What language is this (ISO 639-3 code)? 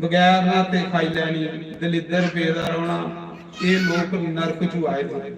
doi